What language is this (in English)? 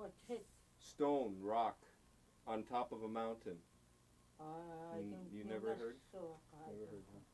Central Yupik